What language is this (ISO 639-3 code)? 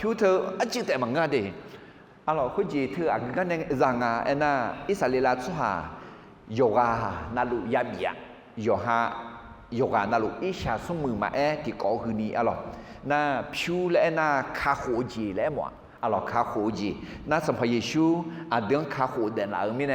ahk